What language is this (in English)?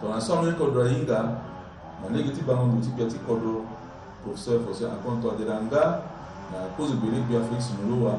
Sango